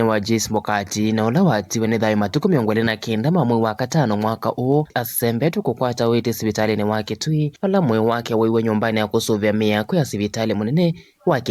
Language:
Kamba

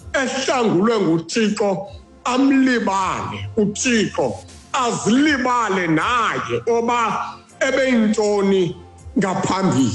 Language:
Xhosa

